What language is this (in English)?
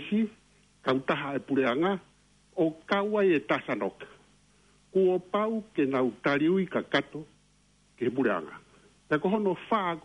Tongan